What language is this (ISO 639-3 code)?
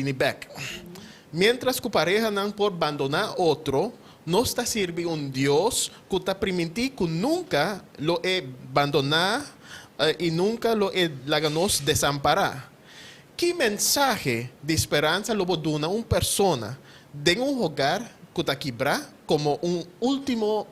pap